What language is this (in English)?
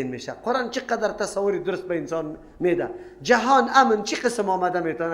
Persian